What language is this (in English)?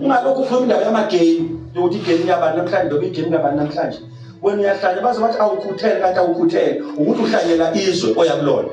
Zulu